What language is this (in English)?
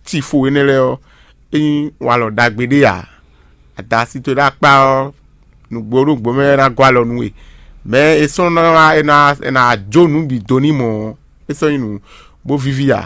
Fon